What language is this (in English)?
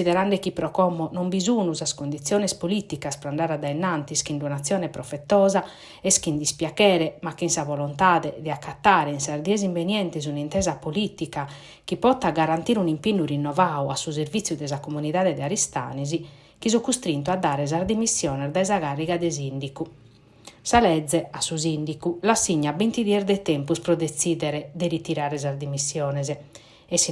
Sardinian